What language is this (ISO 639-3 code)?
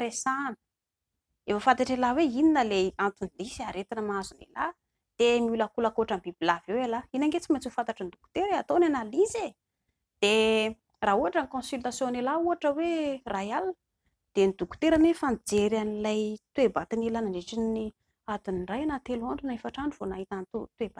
mlg